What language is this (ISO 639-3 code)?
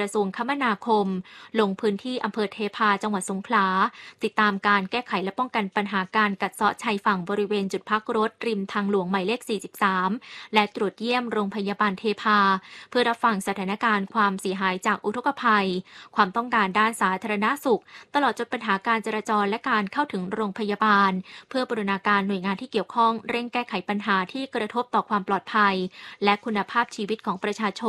tha